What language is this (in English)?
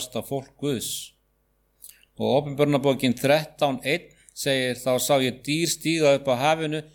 Icelandic